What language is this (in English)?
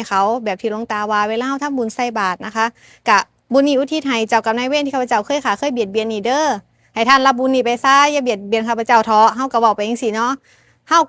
Northeastern Thai